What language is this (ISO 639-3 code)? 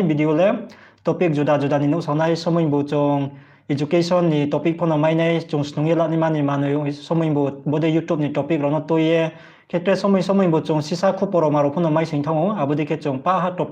ria